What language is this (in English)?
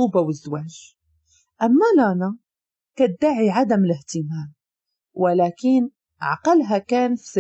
Moroccan Arabic